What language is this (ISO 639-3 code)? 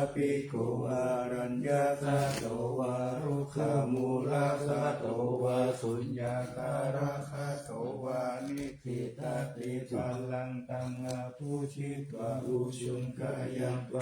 pli